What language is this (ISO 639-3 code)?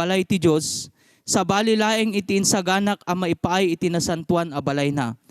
ilo